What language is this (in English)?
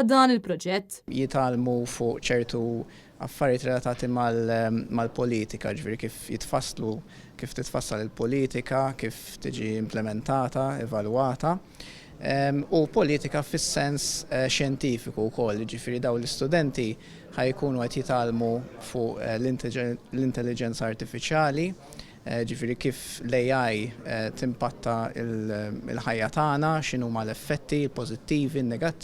Maltese